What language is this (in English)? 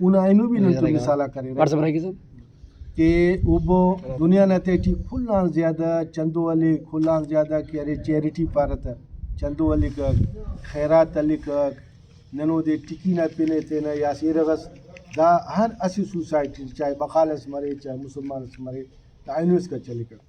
Brahui